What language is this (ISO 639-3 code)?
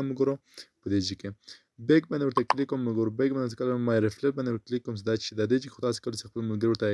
pus